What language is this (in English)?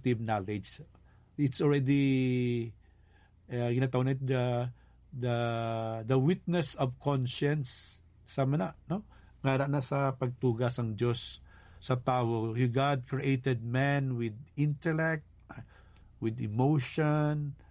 Hiligaynon